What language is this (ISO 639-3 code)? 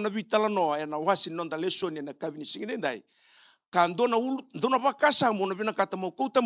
fij